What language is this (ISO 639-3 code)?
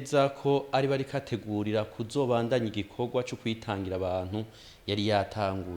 run